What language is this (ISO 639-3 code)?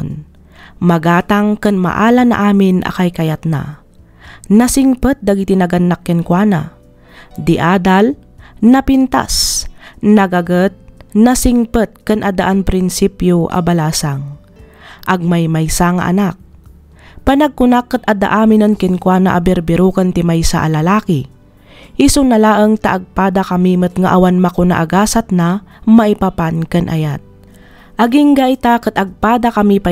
ilo